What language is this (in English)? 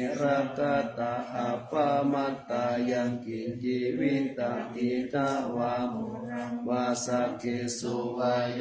Pali